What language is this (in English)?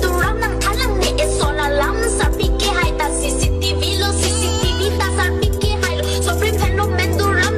Karbi